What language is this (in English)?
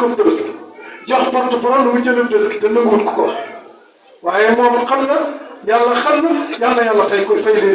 Wolof